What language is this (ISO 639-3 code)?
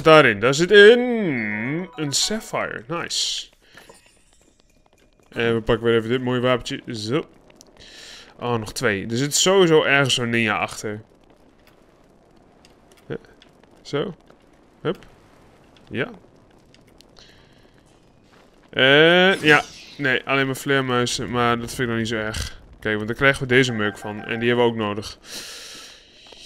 nld